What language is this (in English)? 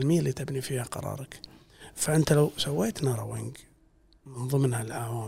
Gulf Arabic